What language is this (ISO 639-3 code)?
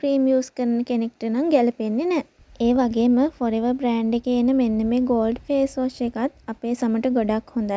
sin